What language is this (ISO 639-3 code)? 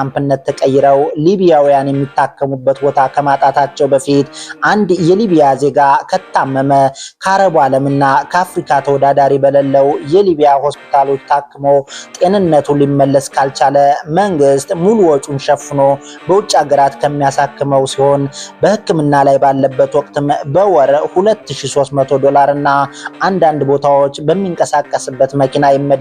amh